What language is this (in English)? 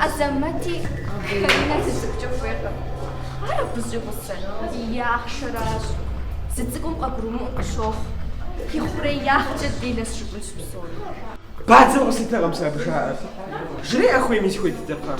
Kabardian